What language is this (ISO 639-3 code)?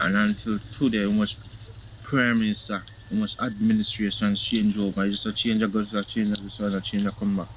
jam